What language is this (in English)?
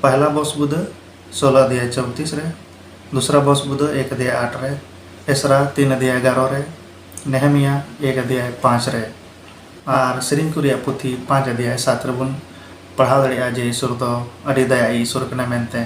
Santali